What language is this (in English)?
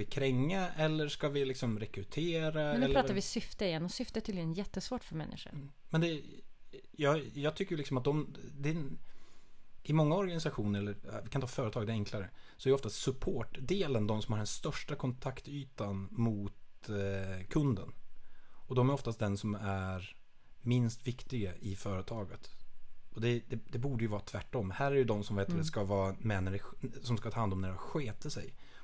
Swedish